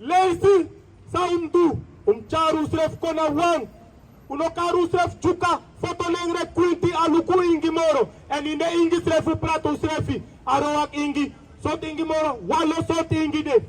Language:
Sranan Tongo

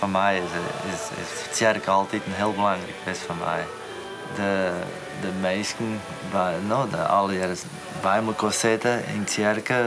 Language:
Western Frisian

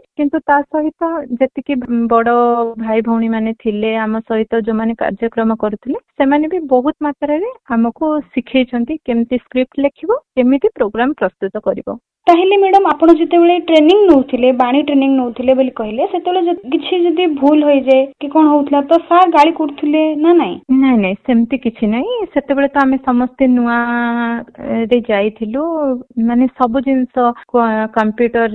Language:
Odia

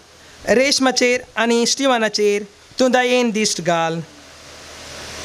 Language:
Konkani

